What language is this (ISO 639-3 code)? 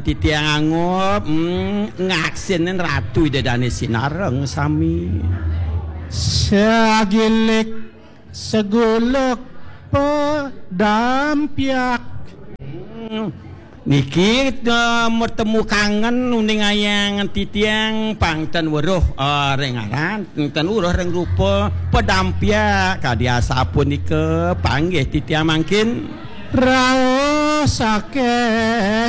ban